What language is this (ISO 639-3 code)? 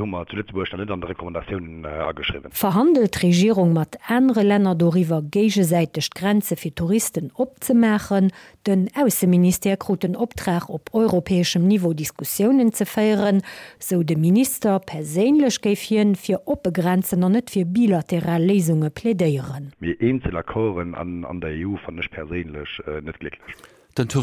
ltz